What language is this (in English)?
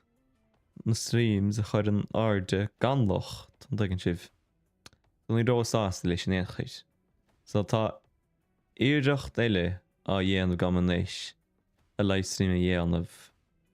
Irish